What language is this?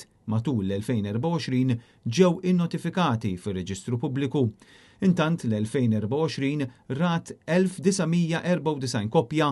Maltese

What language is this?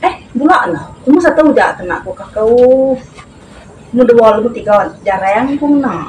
Iban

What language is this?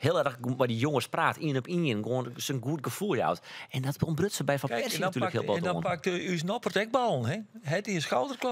Western Frisian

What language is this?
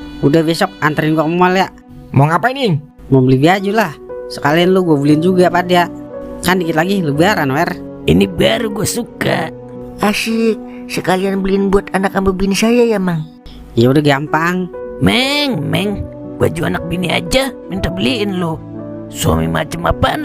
Betawi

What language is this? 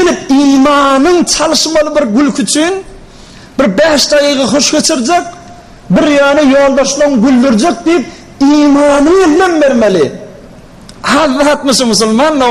Turkmen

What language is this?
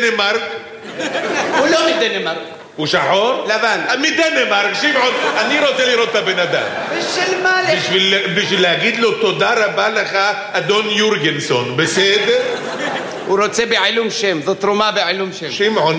Hebrew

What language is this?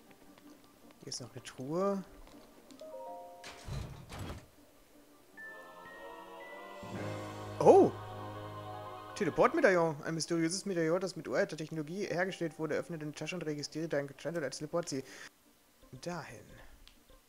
German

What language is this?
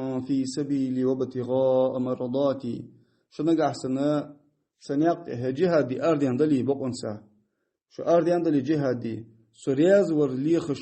Ingush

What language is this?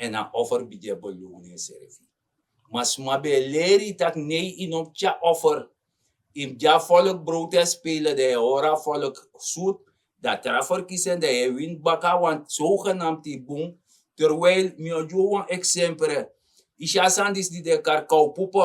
Sranan Tongo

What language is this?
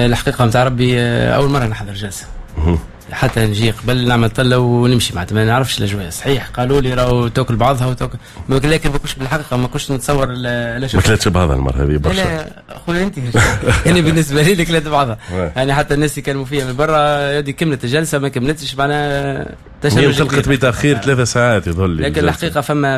Tunisian Arabic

